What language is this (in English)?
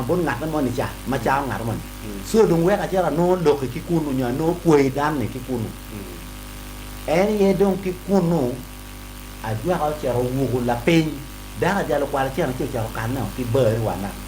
Acoli